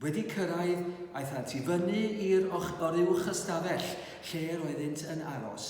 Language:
Welsh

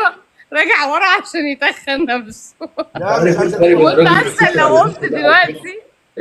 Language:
Egyptian Arabic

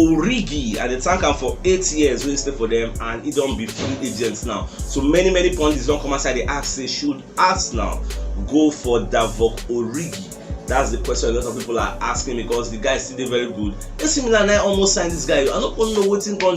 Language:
Nigerian Pidgin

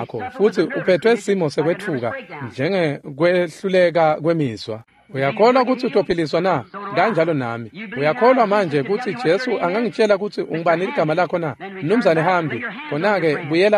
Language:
Swati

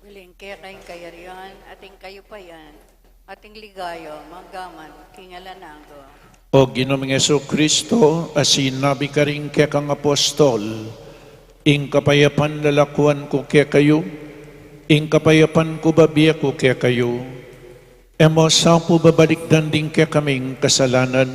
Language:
Pampanga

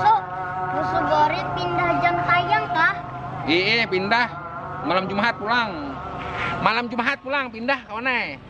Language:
Banjar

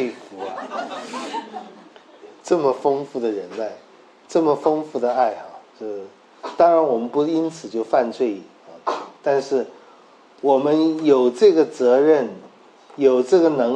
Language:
Chinese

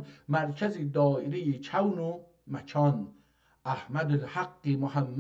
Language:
South Azerbaijani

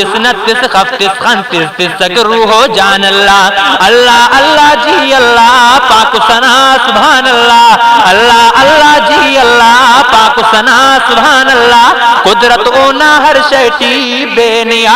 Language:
Brahui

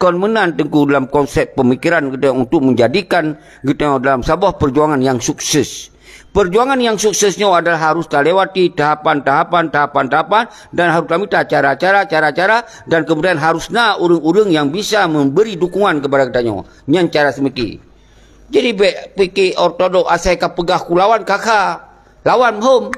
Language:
Achinese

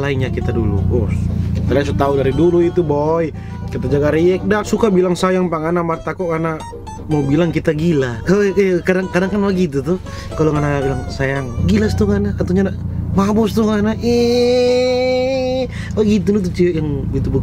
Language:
Manado Malay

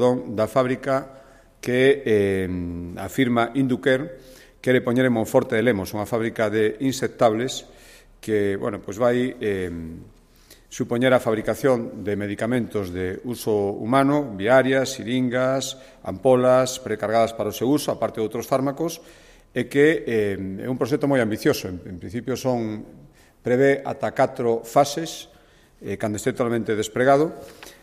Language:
Galician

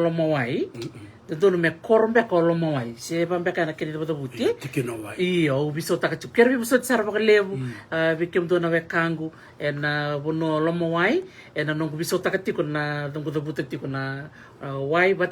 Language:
Fijian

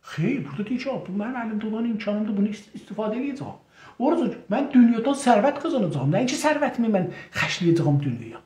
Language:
South Azerbaijani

